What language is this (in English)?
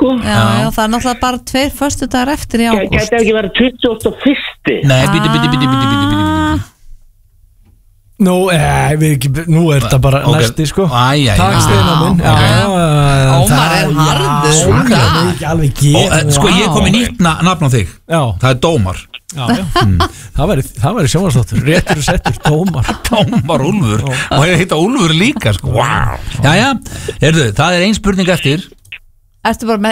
Icelandic